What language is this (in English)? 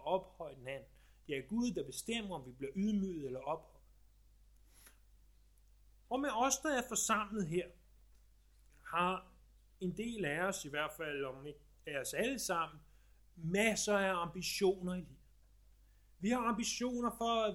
Danish